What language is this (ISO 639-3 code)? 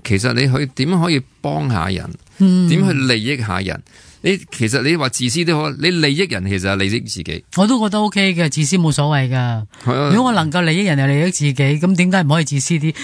yue